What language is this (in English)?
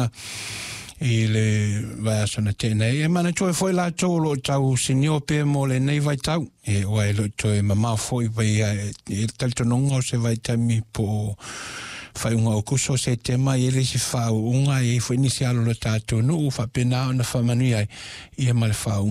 Samoan